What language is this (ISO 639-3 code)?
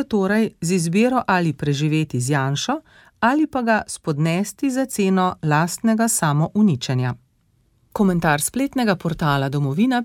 slv